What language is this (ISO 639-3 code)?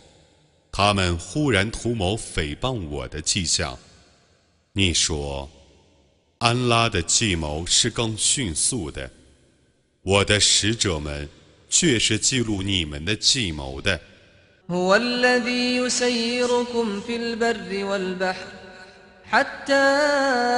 zho